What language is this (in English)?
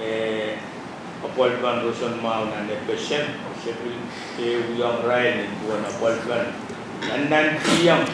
Pohnpeian